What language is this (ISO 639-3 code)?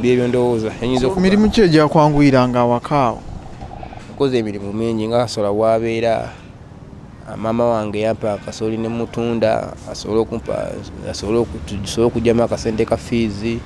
lug